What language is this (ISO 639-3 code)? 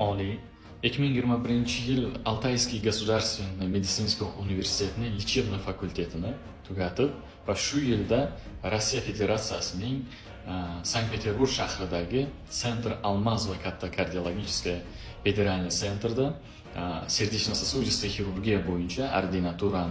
uzb